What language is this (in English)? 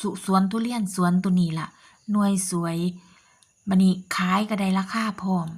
Northeastern Thai